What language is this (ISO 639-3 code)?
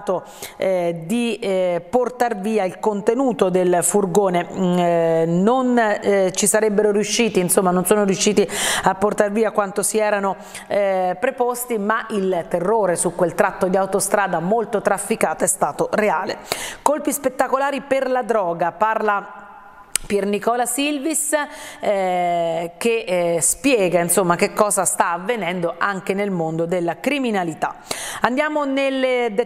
ita